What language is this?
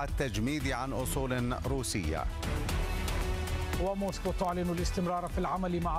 Arabic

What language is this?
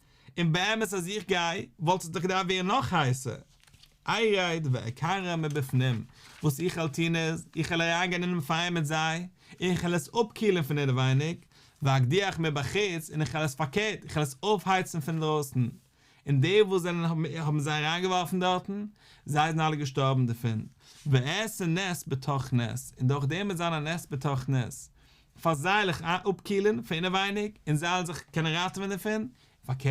Yiddish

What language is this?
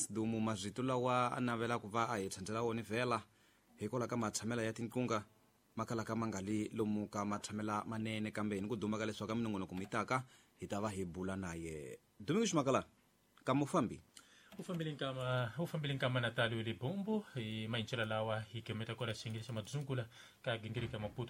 Tsonga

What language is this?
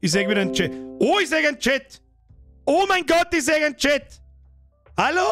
Bavarian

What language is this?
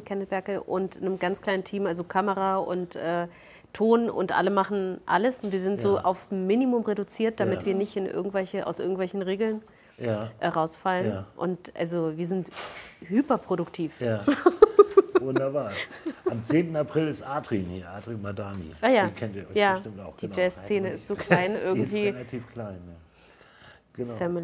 German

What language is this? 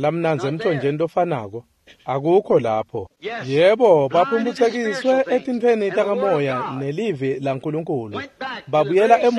Swati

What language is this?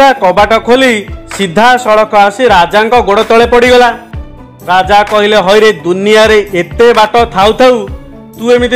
Odia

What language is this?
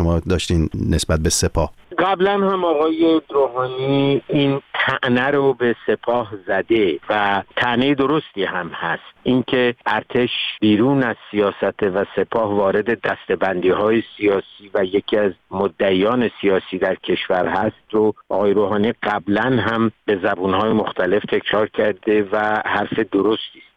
Persian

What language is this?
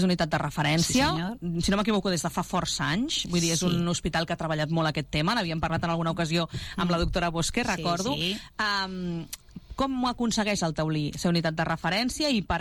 Catalan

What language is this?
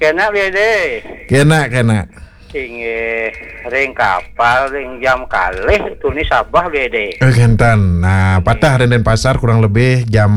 Balinese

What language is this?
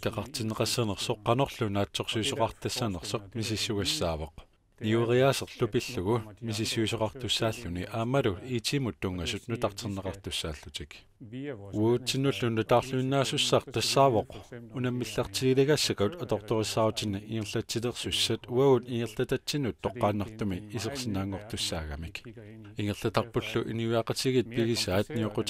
Kalaallisut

